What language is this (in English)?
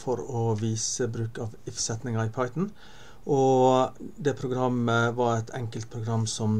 Norwegian